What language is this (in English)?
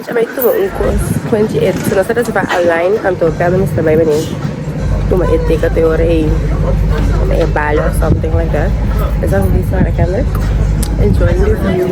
Papiamento